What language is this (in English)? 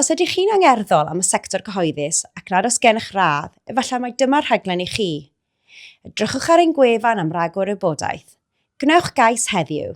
Welsh